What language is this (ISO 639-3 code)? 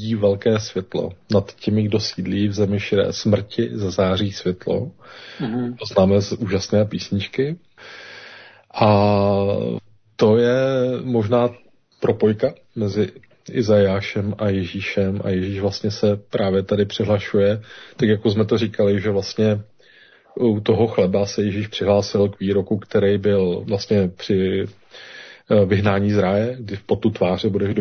ces